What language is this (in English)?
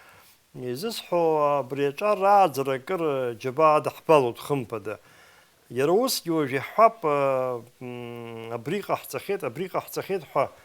Abkhazian